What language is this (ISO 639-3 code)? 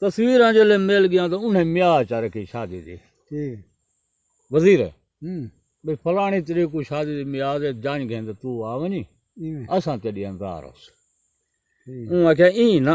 skr